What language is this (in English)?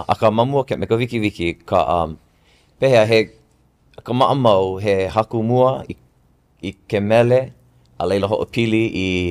Hawaiian